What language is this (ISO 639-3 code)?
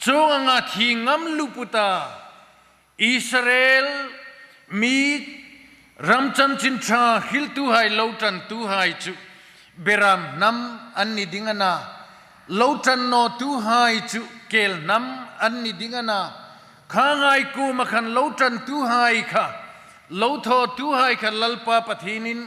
hmr